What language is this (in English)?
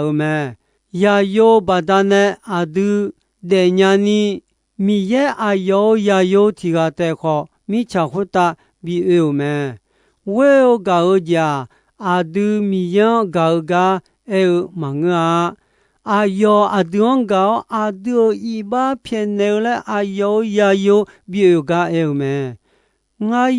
Akha